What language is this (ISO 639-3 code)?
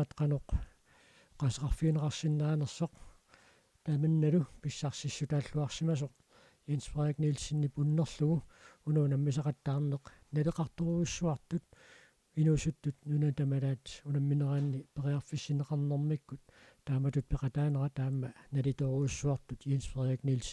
kal